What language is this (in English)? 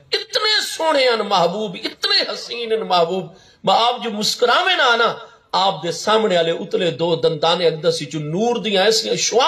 Saraiki